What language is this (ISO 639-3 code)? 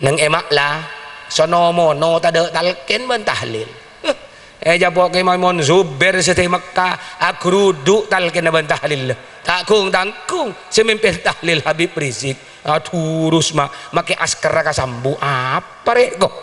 mad